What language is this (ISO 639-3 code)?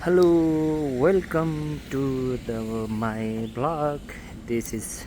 nep